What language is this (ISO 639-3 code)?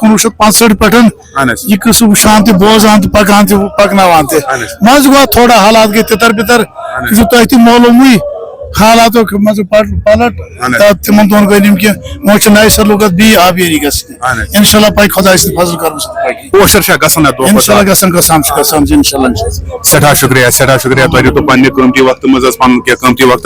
kas